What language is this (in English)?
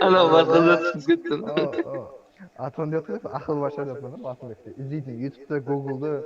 Kara-Kalpak